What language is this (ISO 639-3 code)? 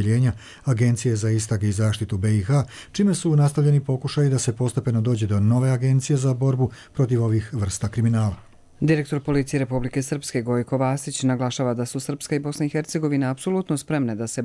hrv